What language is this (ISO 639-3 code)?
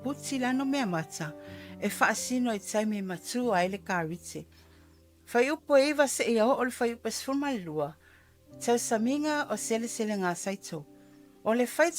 smo